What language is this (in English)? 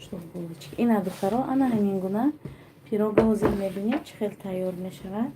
Tajik